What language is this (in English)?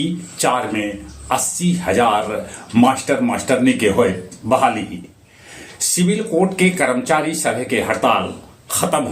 Magahi